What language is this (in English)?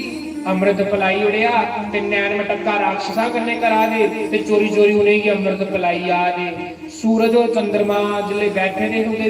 Dogri